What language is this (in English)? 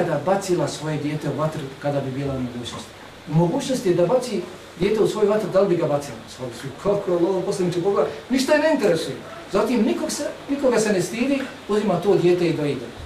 Bosnian